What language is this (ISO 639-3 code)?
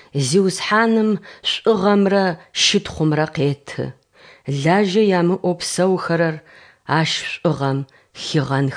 ady